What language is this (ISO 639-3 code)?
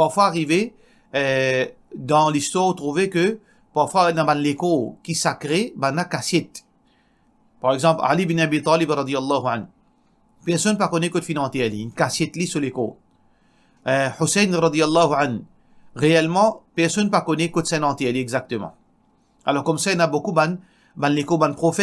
mfe